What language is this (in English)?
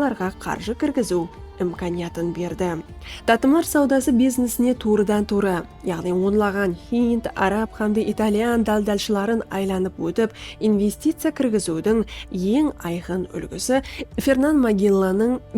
Kara-Kalpak